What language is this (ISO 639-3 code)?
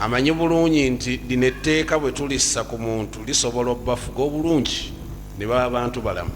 lug